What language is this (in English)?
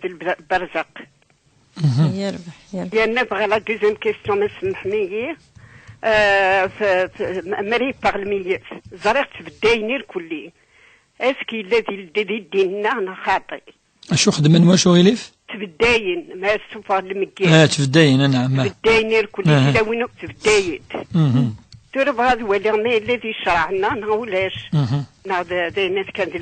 Kabyle